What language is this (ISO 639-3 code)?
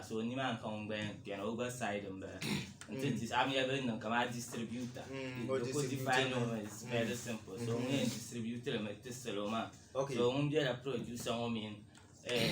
dag